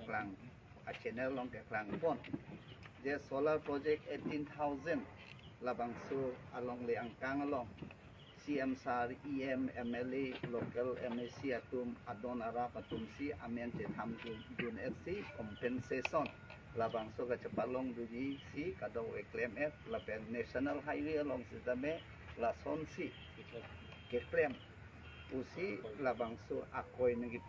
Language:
Karbi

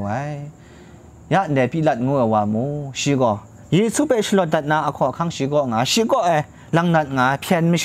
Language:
Kachin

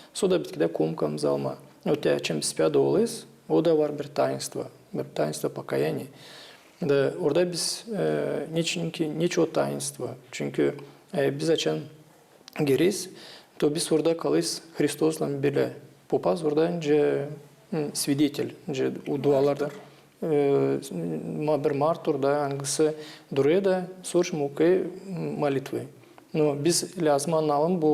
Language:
Gagauz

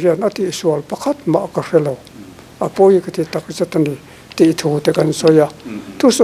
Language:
Mizo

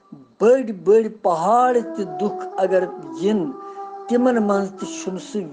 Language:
Kashmiri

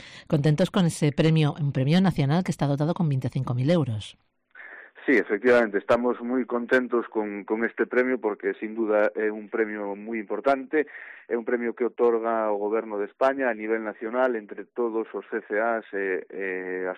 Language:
Galician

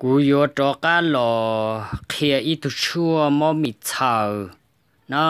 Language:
Hmong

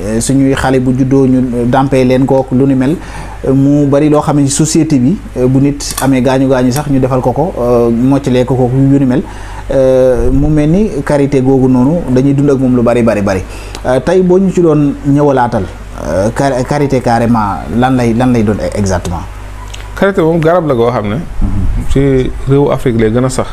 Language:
Wolof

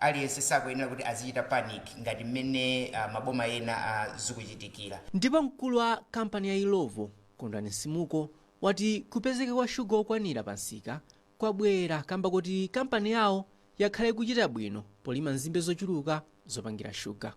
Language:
Nyanja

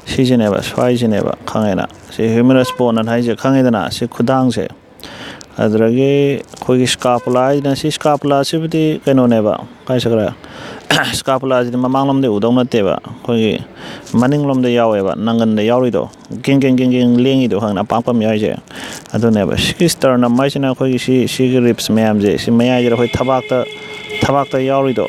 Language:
Manipuri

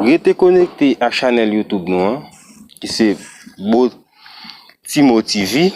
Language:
Haitian Creole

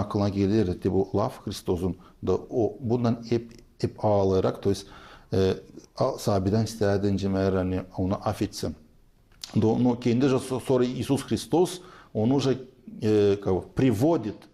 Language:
Gagauz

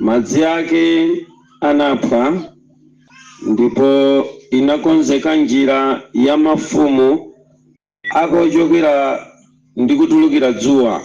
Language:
Nyanja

